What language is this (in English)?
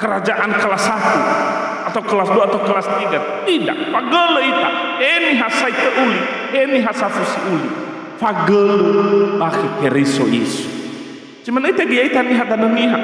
Nias